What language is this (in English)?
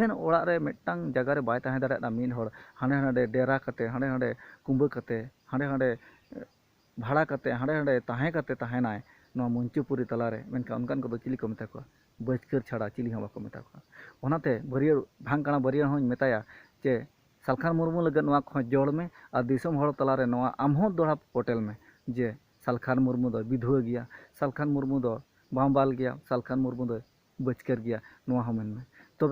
Santali